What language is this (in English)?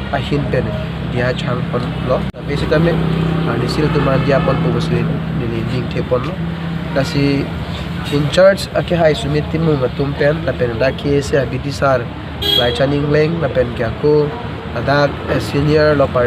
Karbi